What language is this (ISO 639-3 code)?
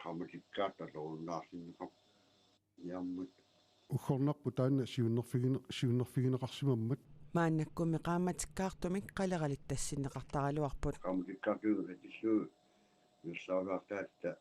kal